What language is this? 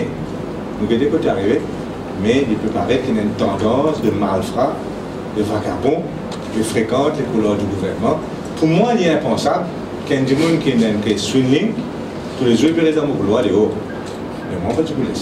Morisyen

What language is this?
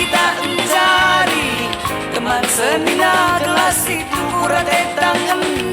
Batak Karo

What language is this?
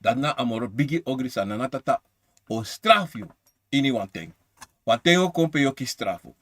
Sranan Tongo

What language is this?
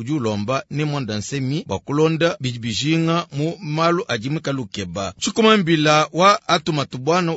Luba-Lulua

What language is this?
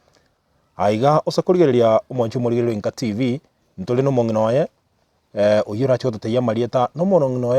Gusii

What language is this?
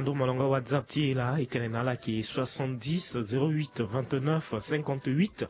Sango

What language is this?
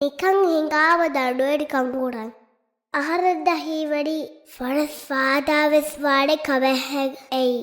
Divehi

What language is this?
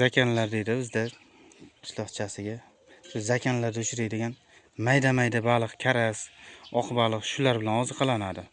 Uzbek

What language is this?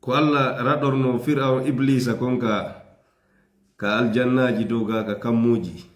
Fula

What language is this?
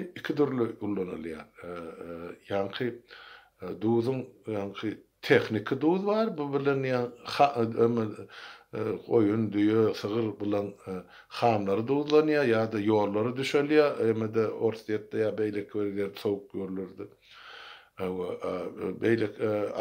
Turkmen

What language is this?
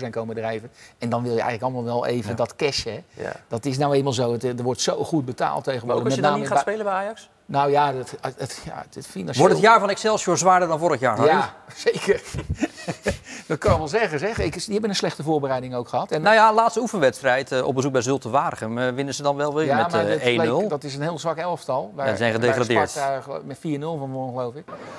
Dutch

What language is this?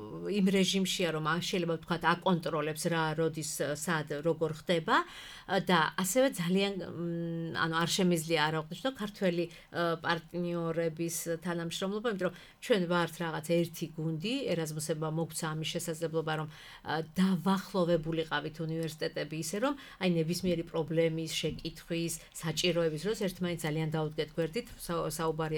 Georgian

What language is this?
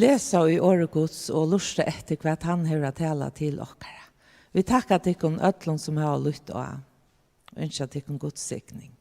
Faroese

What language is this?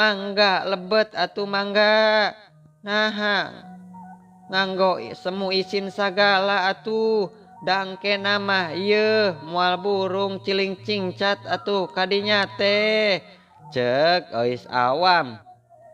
Sundanese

